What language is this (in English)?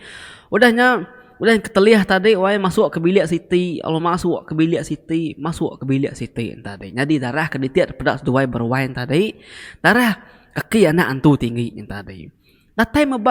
Iban